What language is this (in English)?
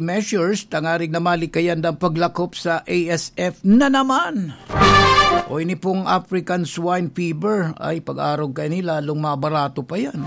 Bikol